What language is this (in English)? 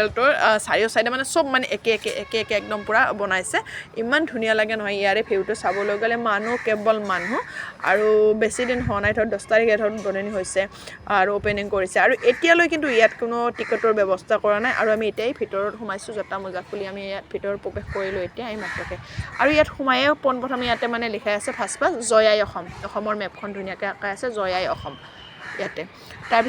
Assamese